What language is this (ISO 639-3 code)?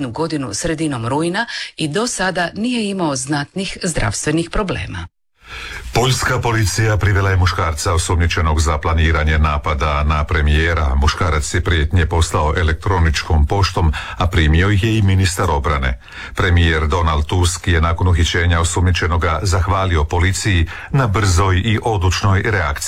hrv